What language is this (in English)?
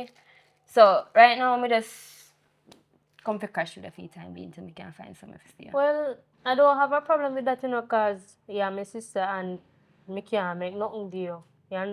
Jamaican Creole English